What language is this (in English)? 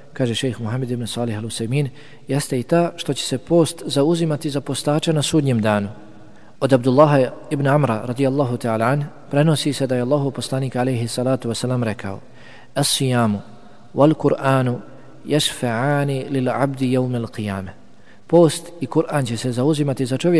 Bosnian